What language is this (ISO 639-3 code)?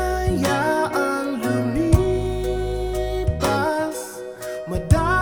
fil